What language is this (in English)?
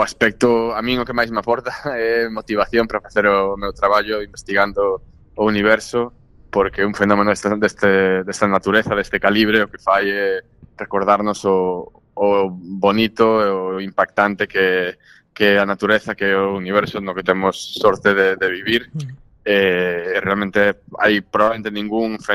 Galician